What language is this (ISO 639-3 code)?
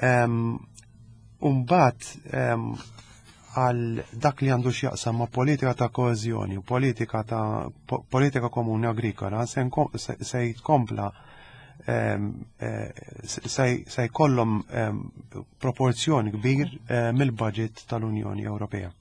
mlt